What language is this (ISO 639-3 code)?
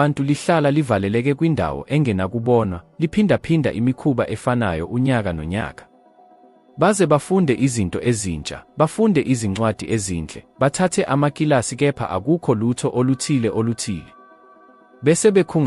zul